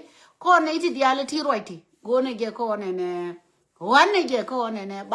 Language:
Nuer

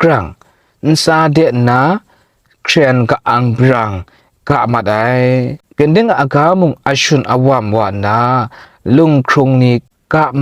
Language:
Kachin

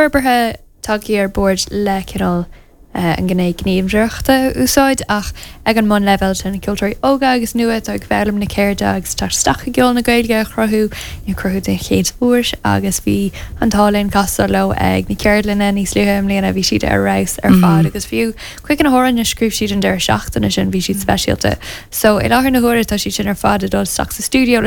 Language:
Irish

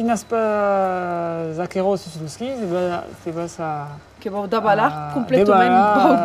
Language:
Occitan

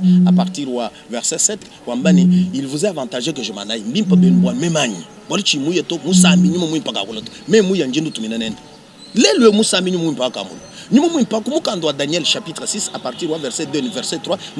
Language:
Luba-Lulua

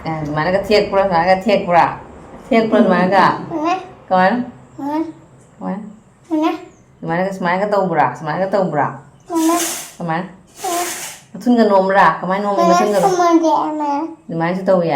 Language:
Manipuri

